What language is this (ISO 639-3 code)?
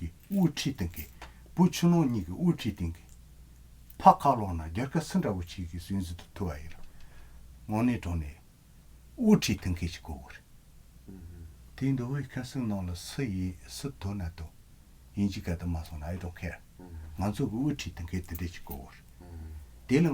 bod